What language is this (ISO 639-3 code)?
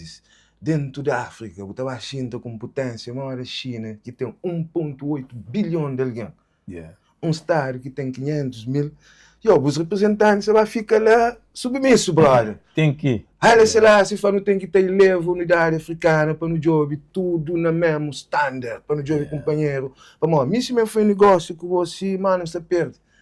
kea